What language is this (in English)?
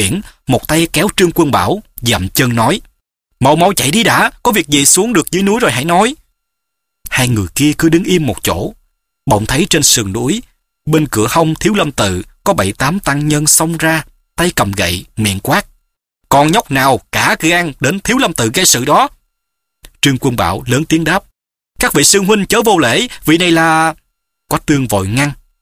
Vietnamese